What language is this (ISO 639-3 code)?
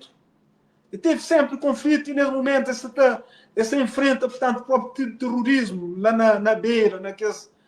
kea